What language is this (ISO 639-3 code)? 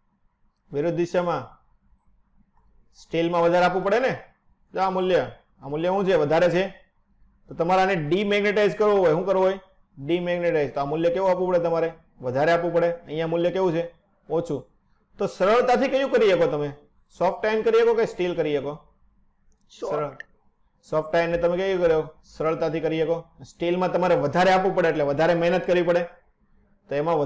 guj